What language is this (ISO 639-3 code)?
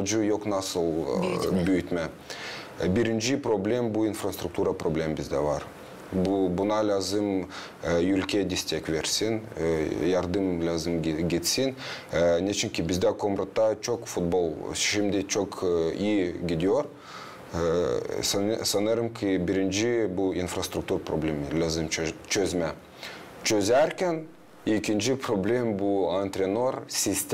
gag